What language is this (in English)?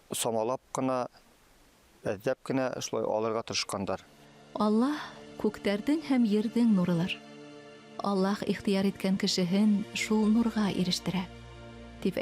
Bashkir